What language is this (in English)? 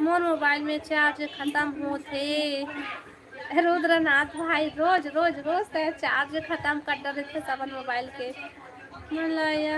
Chhattisgarhi